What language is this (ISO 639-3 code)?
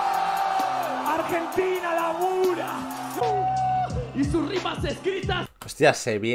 spa